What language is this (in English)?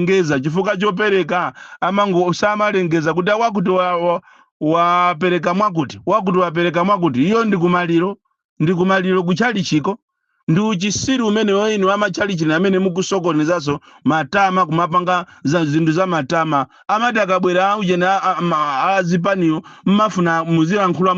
Nyanja